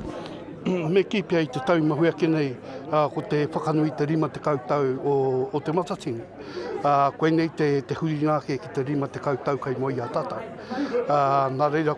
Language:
Māori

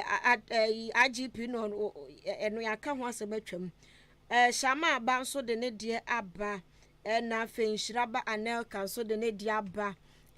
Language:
Akan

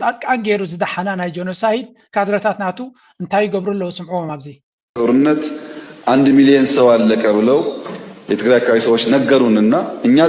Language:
Tigrinya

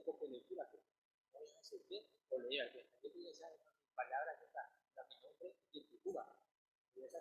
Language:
Guarani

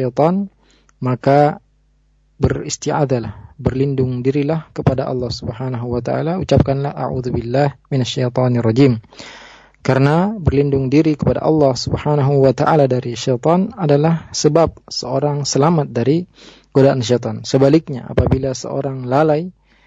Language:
Indonesian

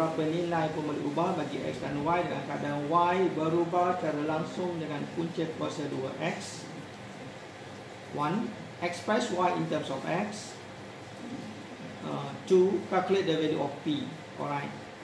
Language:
Malay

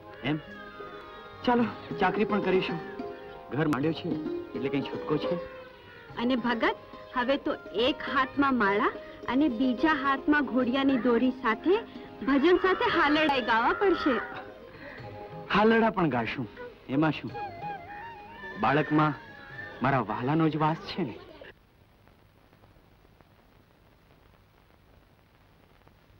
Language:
Gujarati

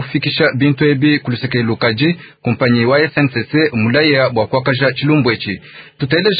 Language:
Luba-Lulua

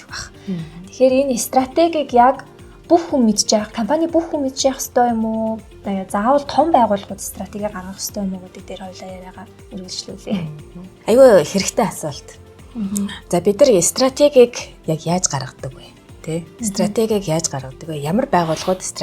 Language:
Mongolian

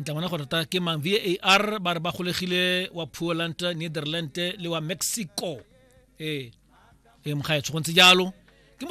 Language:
Tswana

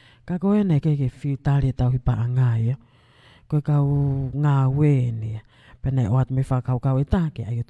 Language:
Tongan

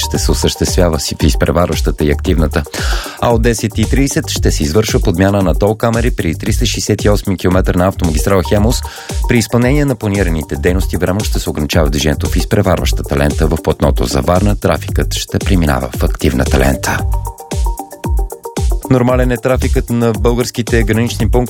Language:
Bulgarian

